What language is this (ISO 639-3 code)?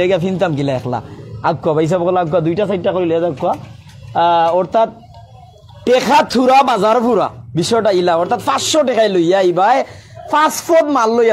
syl